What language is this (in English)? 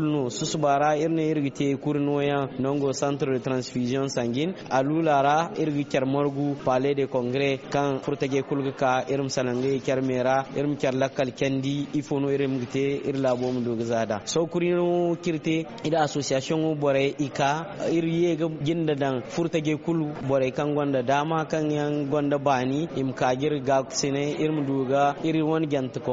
Zarma